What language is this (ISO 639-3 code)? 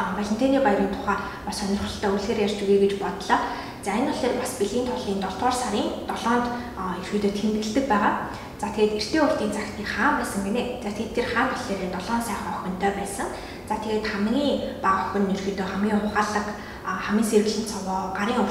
mon